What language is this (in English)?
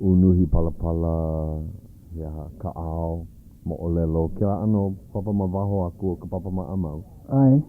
Hawaiian